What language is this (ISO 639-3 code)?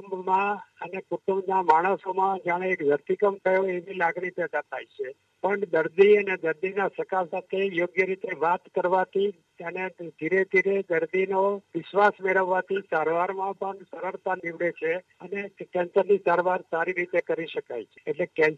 guj